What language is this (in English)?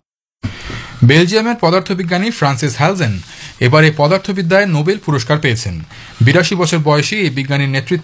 Bangla